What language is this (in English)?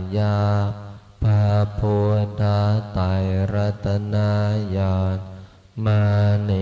Pali